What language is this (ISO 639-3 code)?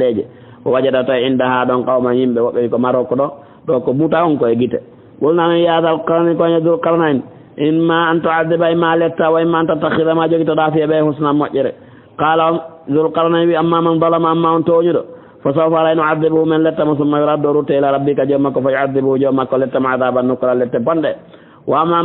ful